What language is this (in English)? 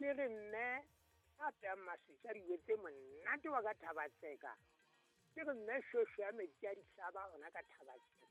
Southern Sotho